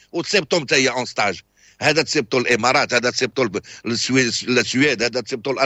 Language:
Moroccan Arabic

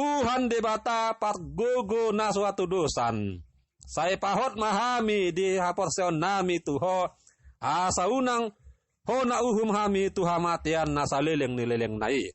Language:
Batak Toba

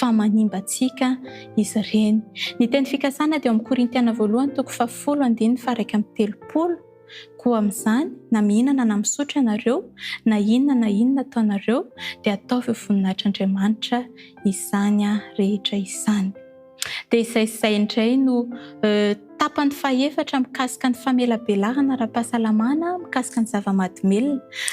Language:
Malagasy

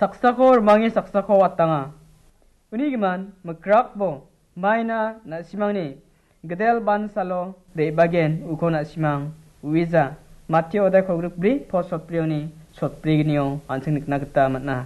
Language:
Garo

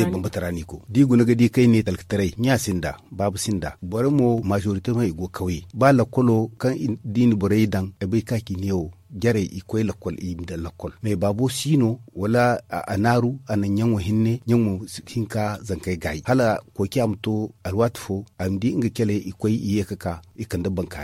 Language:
Zarma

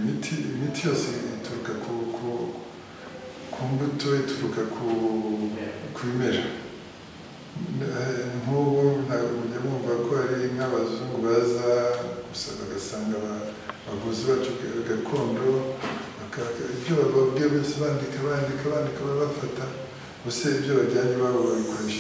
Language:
Kinyarwanda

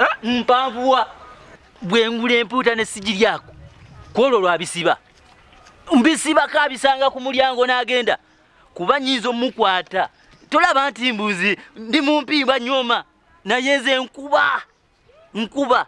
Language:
Ganda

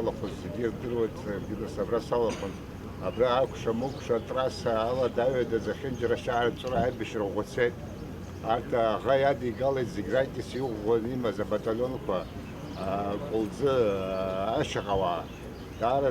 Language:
Abkhazian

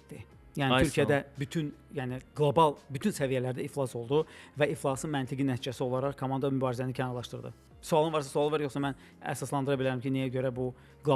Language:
Azerbaijani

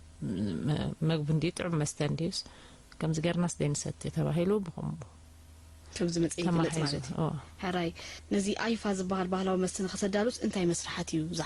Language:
Tigrinya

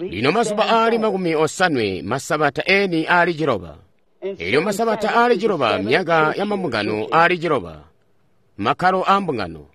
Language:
Tonga (Zambia)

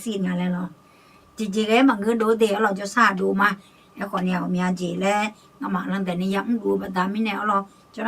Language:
Akha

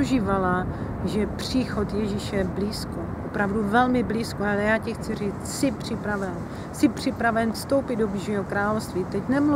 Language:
Czech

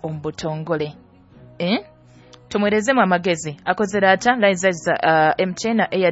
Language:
Nyoro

